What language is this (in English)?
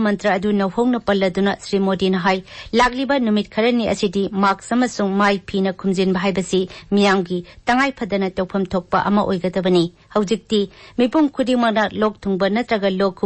Manipuri